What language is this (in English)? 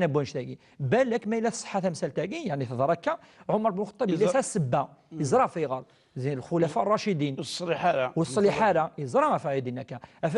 Kabyle